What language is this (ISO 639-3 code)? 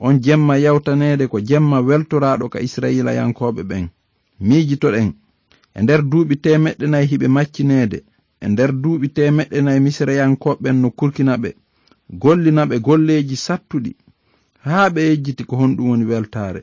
ful